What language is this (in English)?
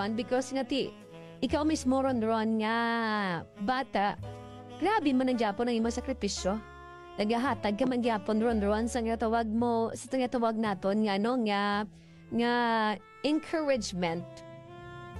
Hiligaynon